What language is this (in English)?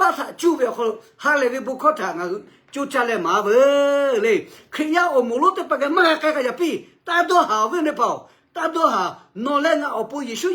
Lahu